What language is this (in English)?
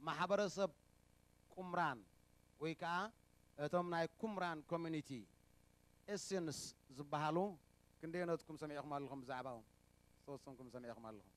Tigrinya